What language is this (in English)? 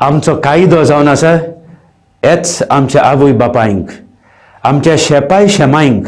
Konkani